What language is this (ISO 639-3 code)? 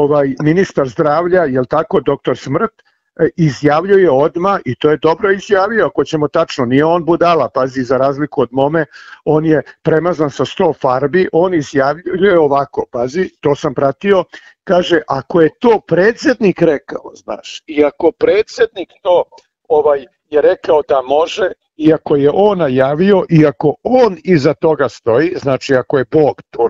srp